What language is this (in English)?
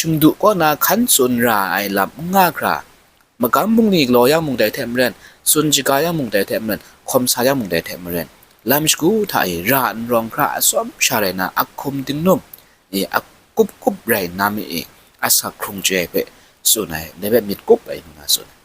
Kachin